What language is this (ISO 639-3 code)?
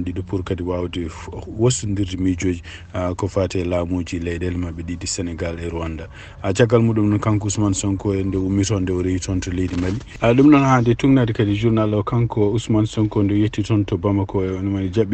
ful